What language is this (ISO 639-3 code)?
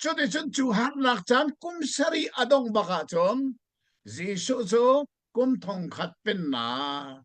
cnh